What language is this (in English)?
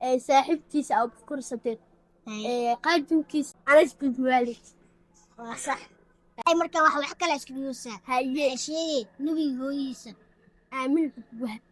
Somali